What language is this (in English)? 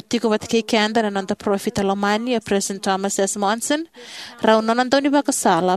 Fijian